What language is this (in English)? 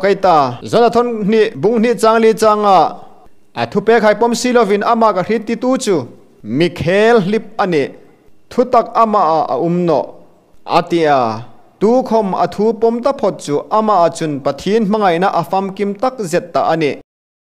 Hmar